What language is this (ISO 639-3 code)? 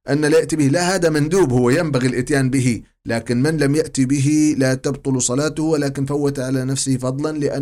ara